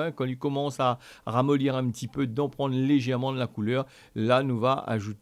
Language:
Réunion Creole French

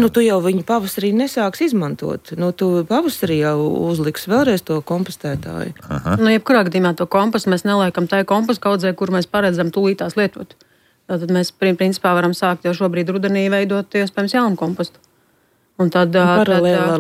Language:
Latvian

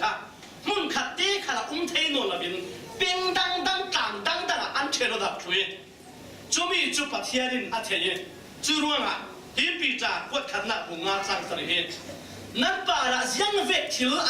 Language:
Falam Chin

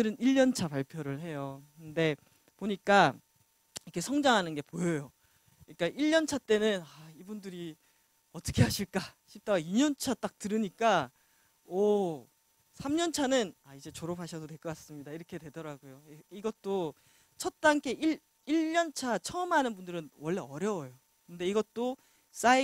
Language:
Korean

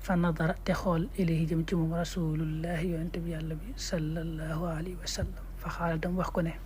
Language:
Wolof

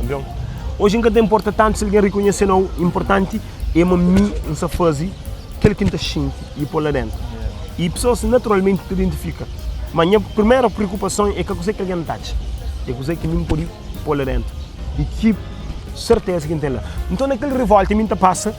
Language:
Kabuverdianu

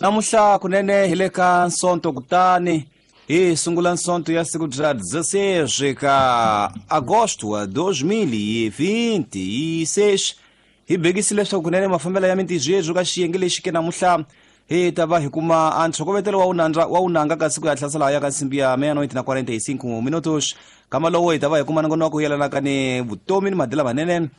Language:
Tsonga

